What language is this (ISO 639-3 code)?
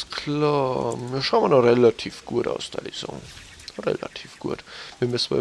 bar